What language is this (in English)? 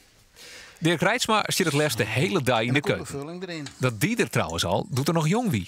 Western Frisian